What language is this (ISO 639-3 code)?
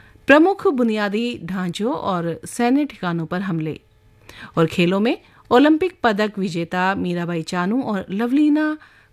hin